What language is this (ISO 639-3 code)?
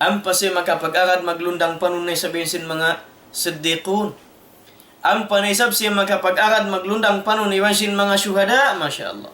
tsg